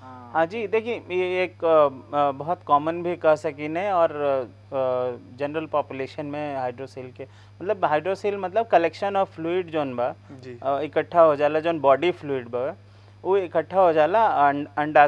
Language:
Bhojpuri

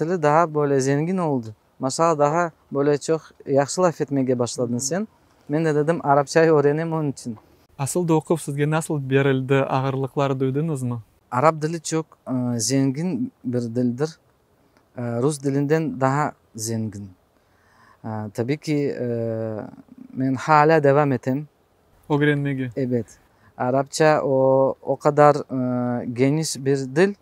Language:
Crimean Tatar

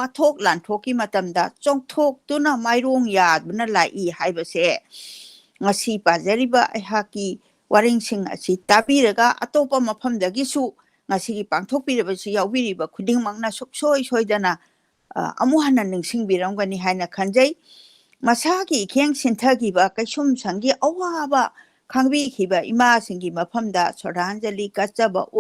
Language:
Manipuri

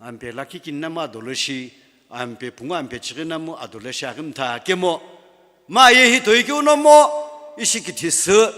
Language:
Sumi Naga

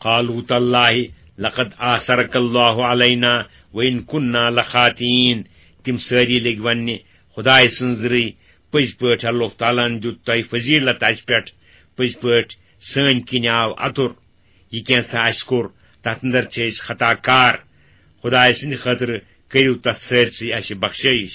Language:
Kashmiri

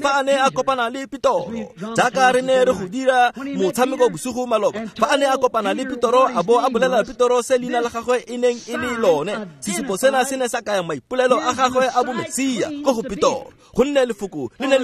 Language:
Tswana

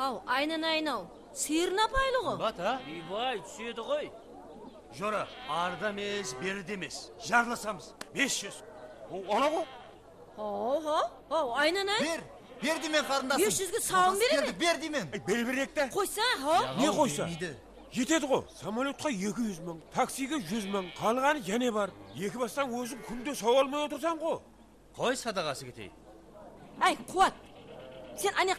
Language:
Kara-Kalpak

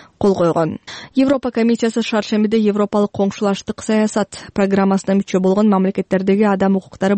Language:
Kyrgyz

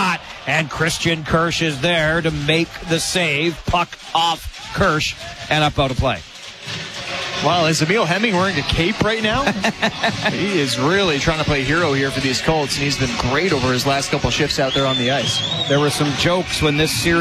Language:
English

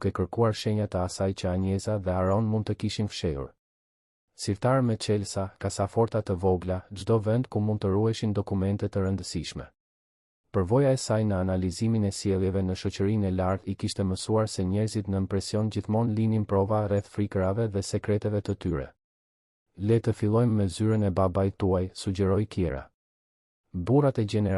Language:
Albanian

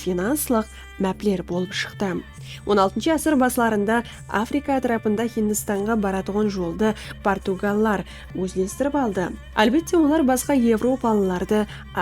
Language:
Kara-Kalpak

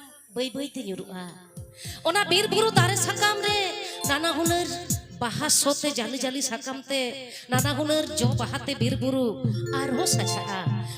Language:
Santali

